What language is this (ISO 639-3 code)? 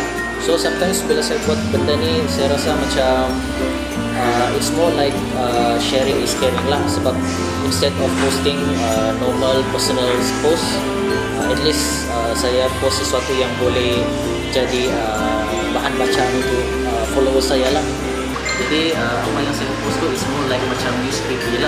msa